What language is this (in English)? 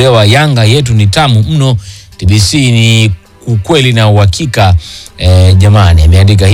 Swahili